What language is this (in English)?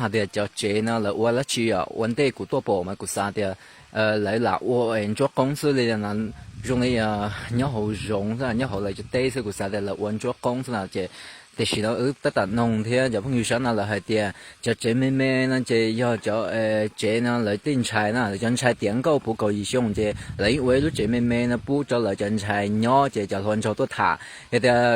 Hmong